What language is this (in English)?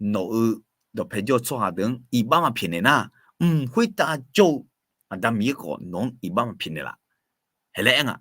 Akha